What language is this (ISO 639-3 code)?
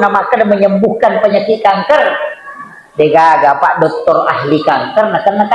bug